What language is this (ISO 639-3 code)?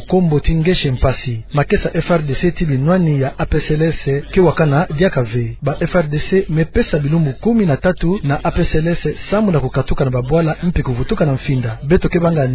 ktu